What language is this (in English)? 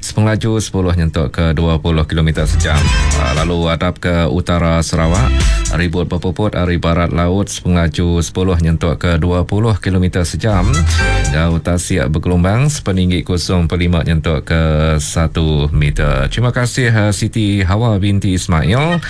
Iban